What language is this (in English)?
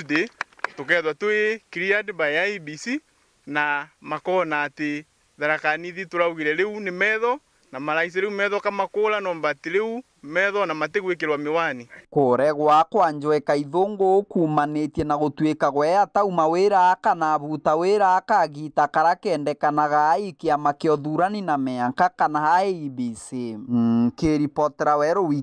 Meru